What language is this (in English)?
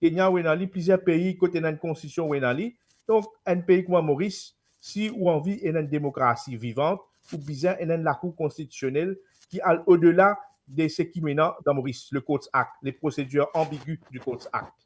Morisyen